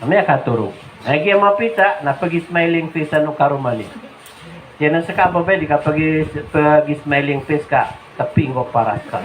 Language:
Maranao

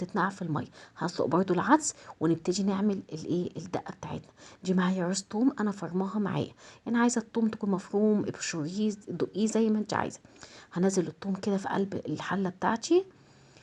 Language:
Egyptian Arabic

